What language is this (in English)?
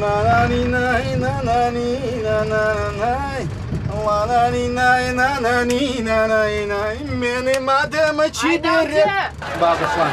Crimean Tatar